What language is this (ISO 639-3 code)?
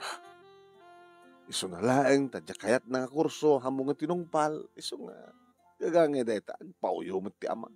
ilo